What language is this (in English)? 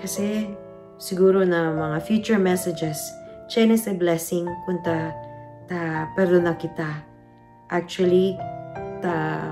Chavacano